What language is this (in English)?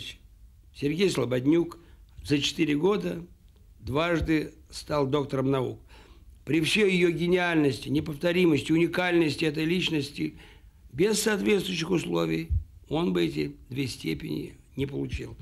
Russian